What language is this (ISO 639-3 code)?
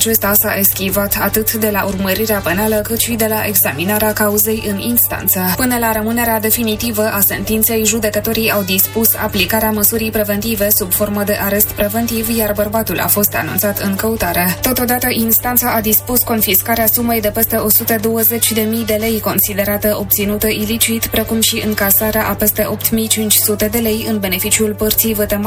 ron